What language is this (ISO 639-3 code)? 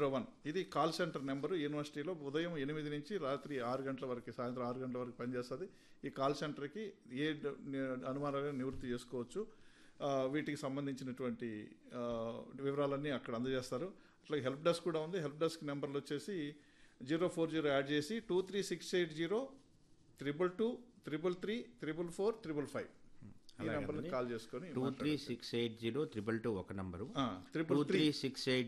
tel